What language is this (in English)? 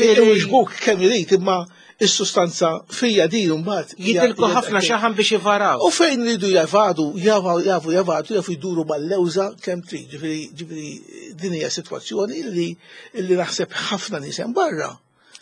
Maltese